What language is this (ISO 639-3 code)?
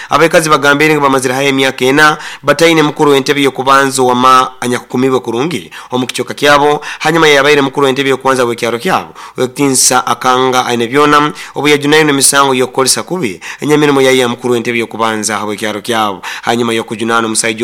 nyo